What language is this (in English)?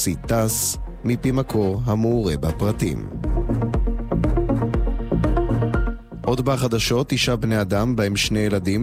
Hebrew